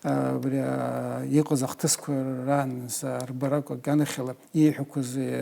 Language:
Abkhazian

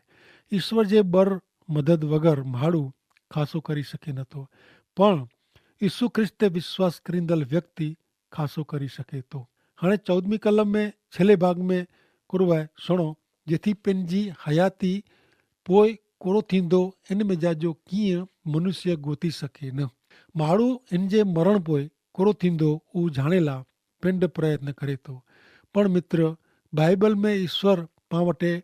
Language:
Kachhi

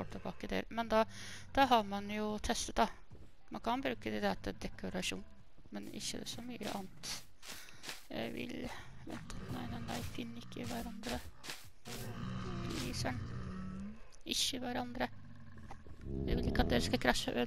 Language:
Norwegian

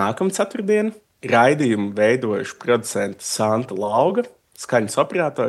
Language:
Latvian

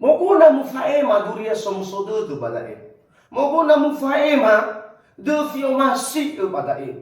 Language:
Nias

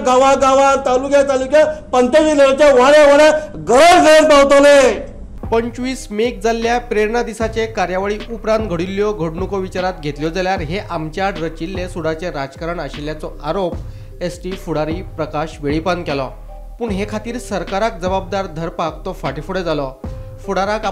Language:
Konkani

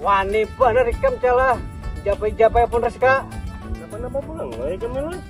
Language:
Banjar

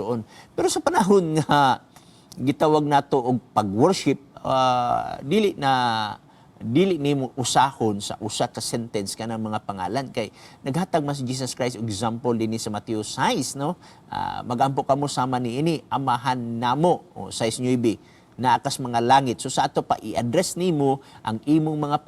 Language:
Cebuano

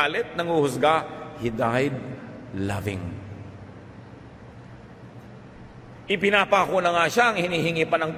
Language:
Filipino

